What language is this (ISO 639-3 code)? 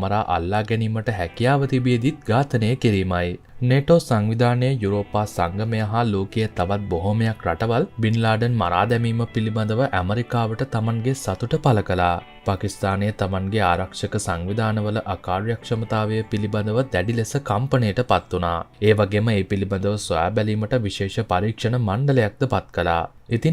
sin